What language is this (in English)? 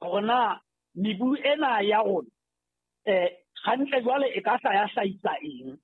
Southern Sotho